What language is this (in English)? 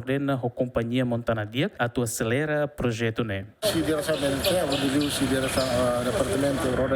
Tetum